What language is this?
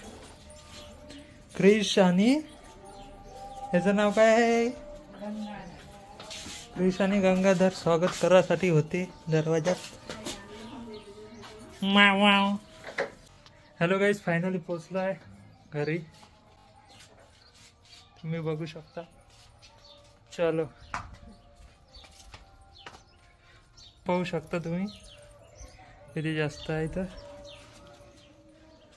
Marathi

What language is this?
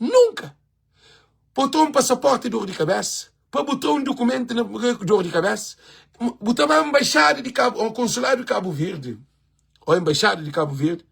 Kabuverdianu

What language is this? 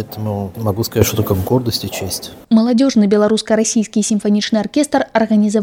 Belarusian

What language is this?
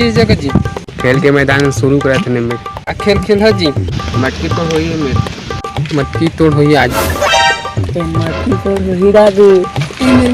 Chhattisgarhi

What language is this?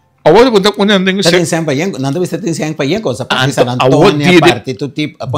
Papiamento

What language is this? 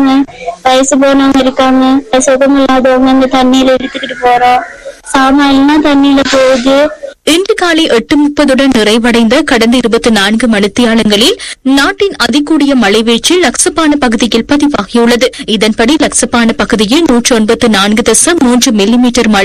Tamil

